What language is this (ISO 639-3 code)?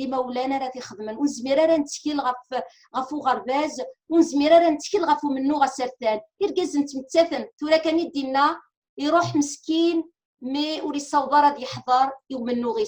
kab